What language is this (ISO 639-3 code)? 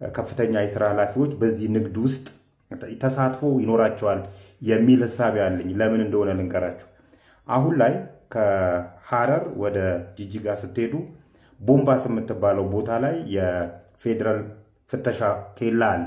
amh